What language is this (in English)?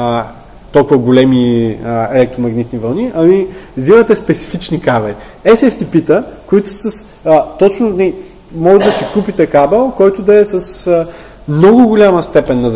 Bulgarian